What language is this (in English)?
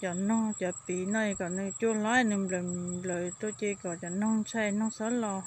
Hmong